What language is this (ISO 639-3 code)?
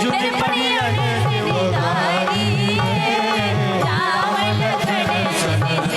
mai